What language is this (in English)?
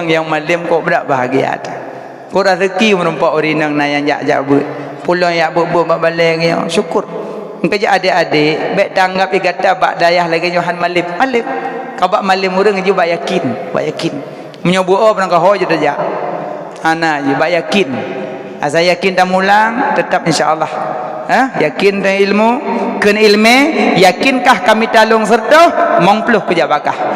Achinese